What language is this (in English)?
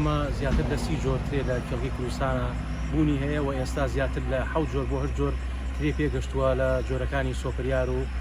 Central Kurdish